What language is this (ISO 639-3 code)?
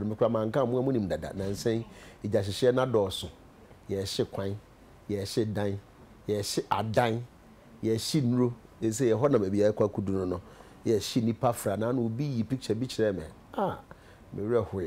aka